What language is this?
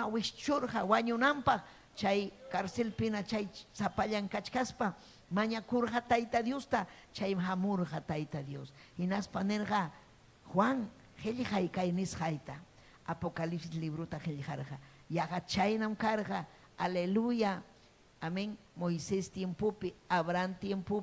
Ayacucho Quechua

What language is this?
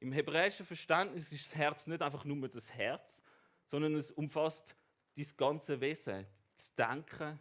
Swiss German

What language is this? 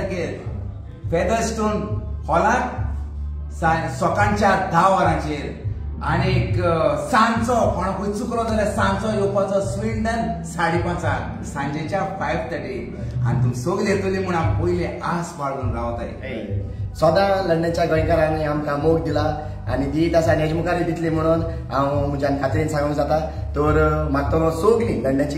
Konkani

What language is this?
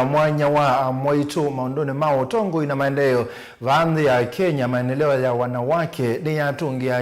Kamba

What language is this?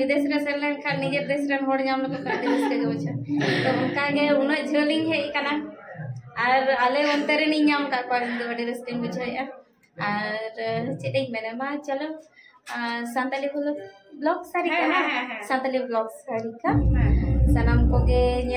Santali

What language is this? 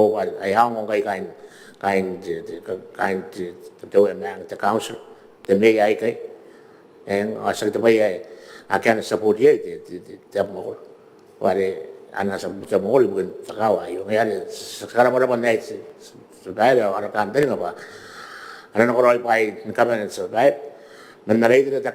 Gilbertese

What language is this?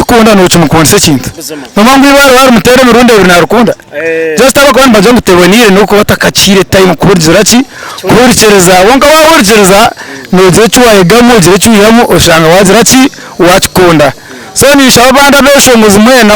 Nyankole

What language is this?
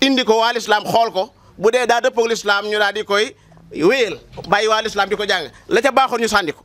Wolof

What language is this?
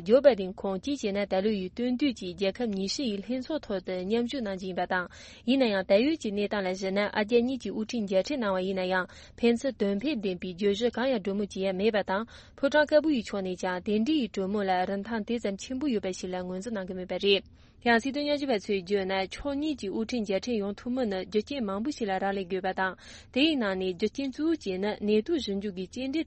Tibetan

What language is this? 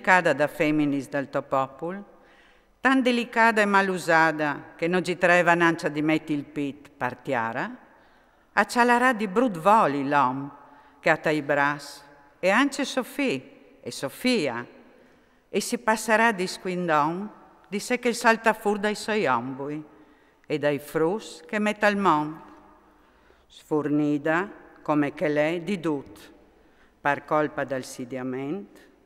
Friulian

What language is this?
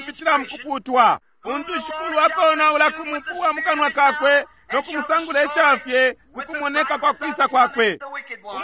Bemba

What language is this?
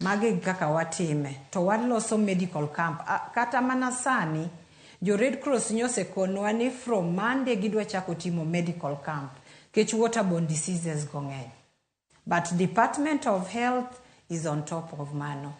Luo (Kenya and Tanzania)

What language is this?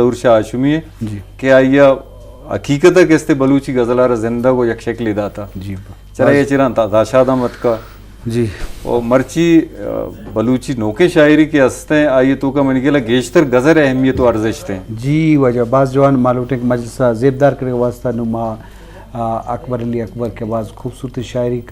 Eastern Balochi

